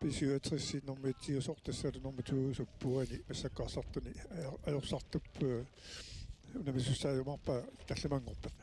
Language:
Kalaallisut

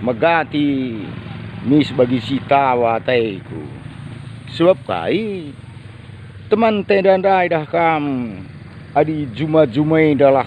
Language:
Batak Karo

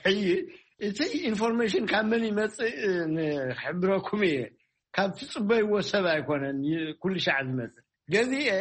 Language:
Tigrinya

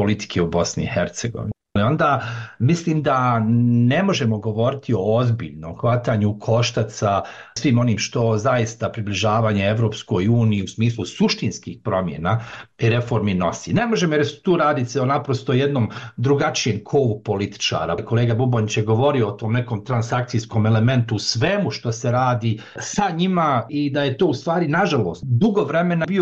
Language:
Bosnian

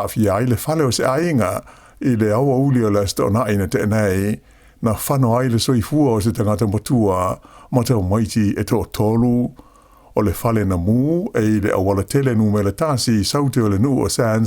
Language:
Samoan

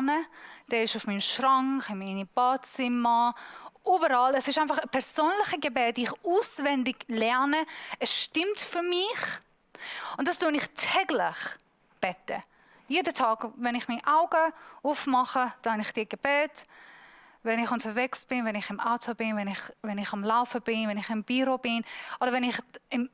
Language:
Swiss German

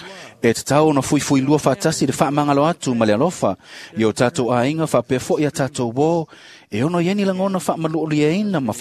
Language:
Samoan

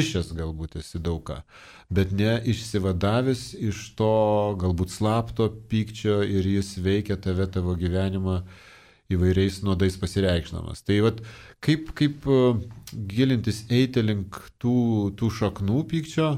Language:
Lithuanian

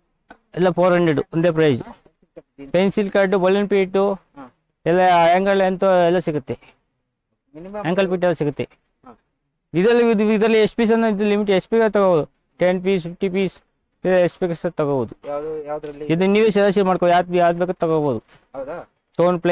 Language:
Kannada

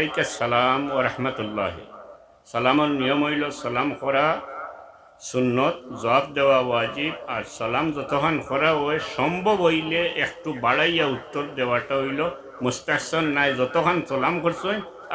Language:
Sylheti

